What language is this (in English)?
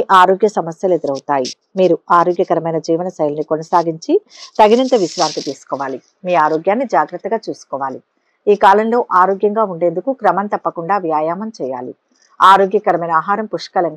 Telugu